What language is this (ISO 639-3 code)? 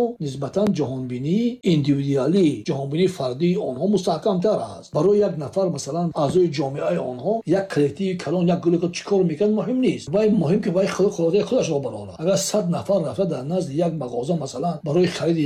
tgk